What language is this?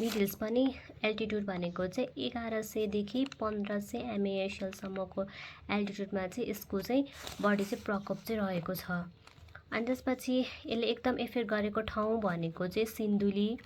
Nepali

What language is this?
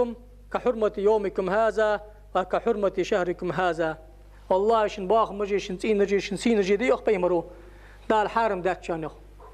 Ingush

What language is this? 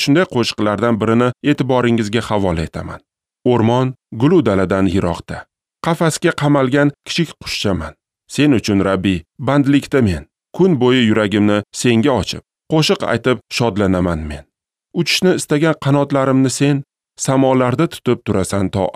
Uzbek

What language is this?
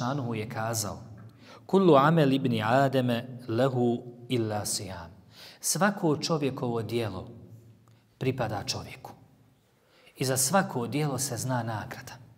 Bosnian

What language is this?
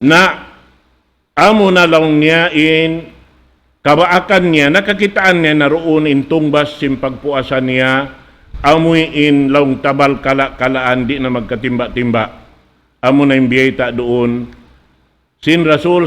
Tausug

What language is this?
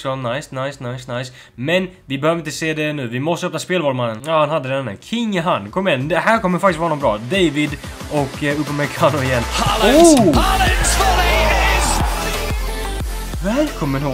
Swedish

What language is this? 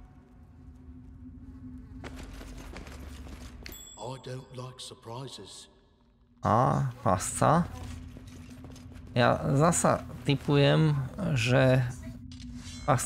Slovak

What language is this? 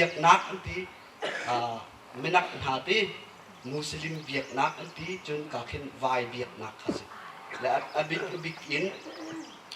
Hakha Chin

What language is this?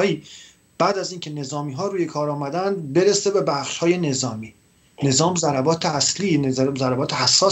Persian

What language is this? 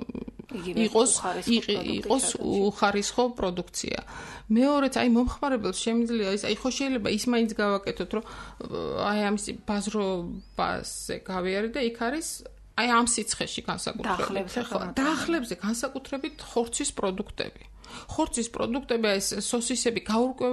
Georgian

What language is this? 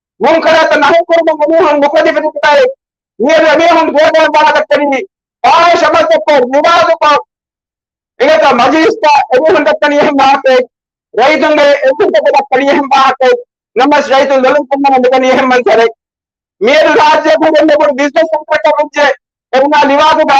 Divehi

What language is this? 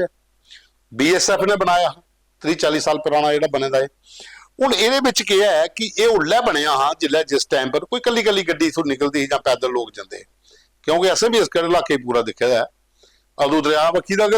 Dogri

